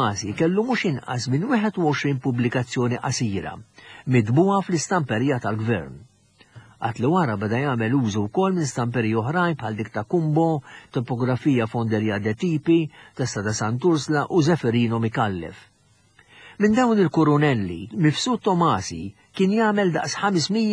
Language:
Maltese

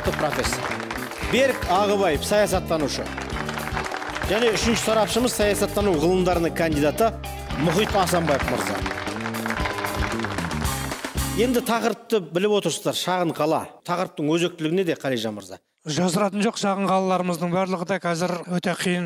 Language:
Kazakh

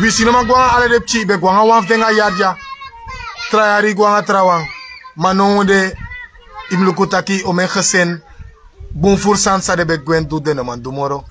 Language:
Sranan Tongo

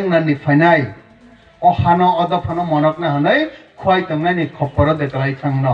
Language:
Riang (India)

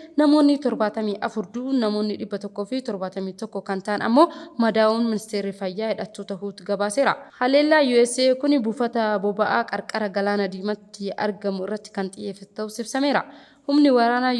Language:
Oromo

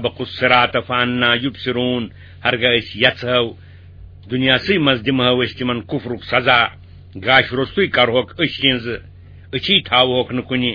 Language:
Kashmiri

